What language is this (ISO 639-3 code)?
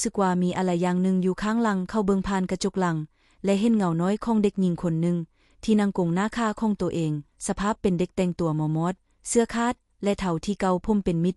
lao